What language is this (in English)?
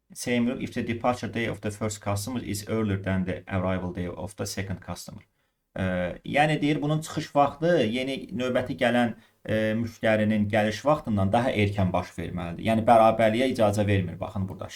Azerbaijani